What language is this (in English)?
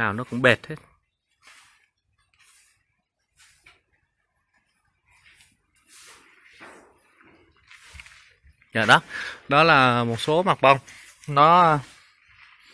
Vietnamese